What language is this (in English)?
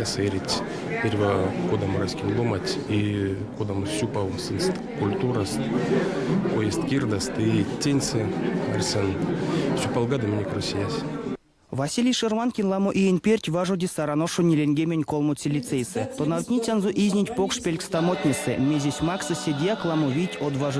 Erzya